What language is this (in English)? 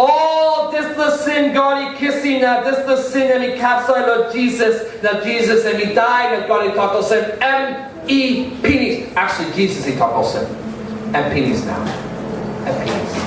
Tok Pisin